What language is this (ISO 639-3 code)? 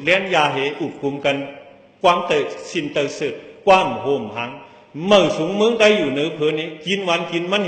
shn